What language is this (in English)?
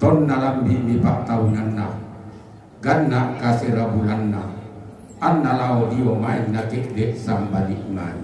Toraja-Sa'dan